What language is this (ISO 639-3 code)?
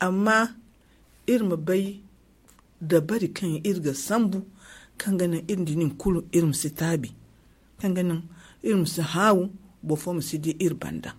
dje